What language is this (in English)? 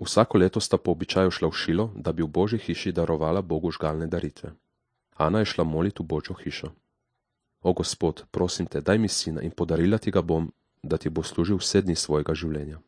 Slovenian